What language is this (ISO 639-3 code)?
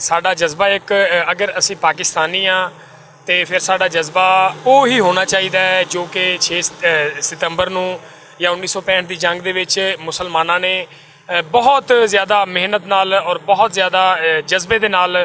lah